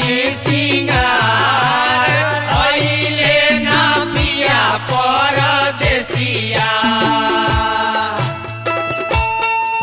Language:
Bhojpuri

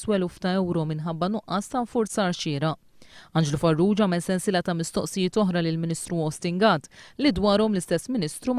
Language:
Maltese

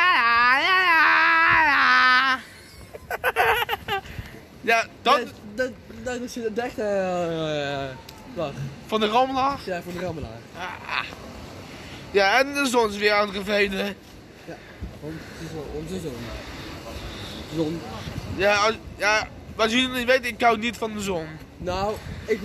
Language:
Dutch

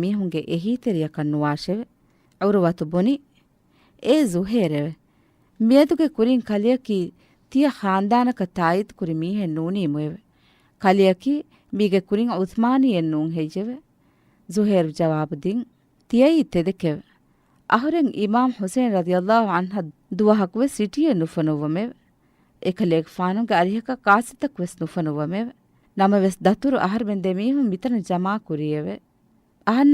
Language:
Divehi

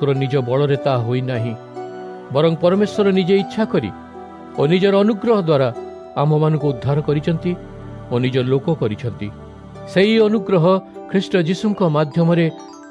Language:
Odia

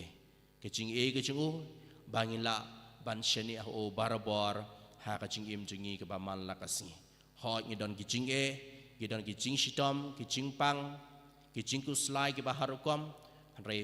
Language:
Khasi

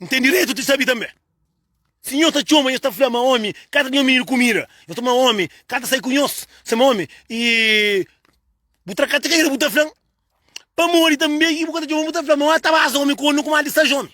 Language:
Kabuverdianu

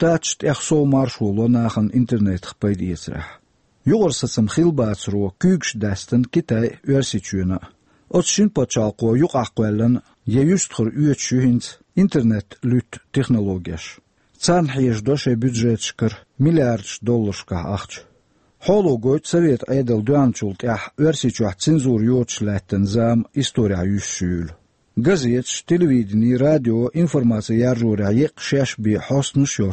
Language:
Chechen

